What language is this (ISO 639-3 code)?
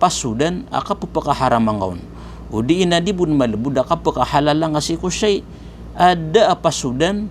mrw